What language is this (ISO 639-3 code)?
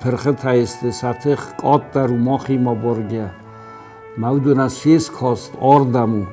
oss